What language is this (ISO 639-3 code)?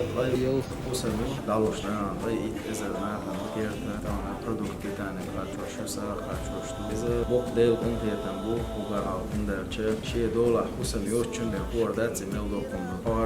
che